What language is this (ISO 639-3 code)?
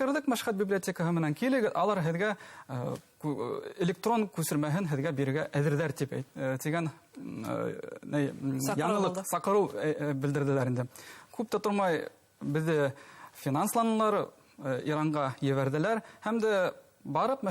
bak